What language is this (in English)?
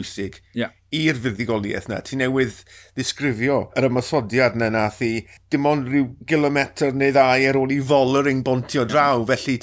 Welsh